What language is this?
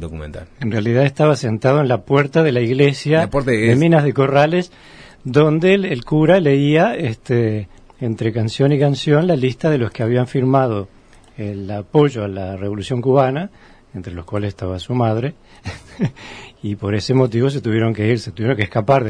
Spanish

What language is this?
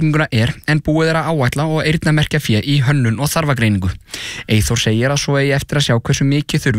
Icelandic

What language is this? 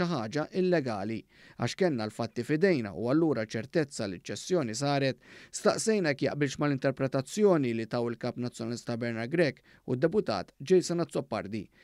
Maltese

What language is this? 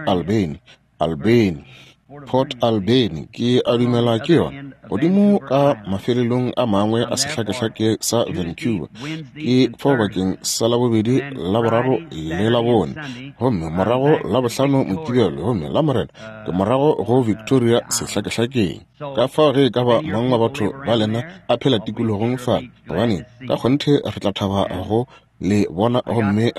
Northern Sotho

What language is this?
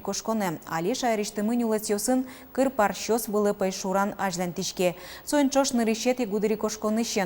Udmurt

